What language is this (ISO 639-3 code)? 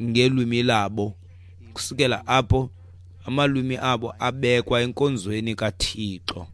xho